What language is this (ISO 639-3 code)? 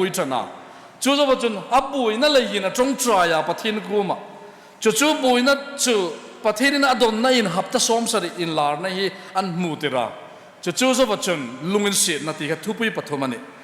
hmr